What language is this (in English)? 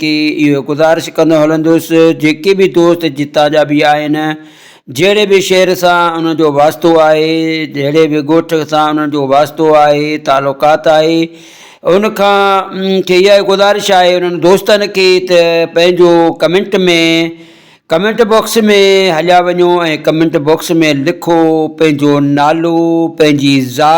Sindhi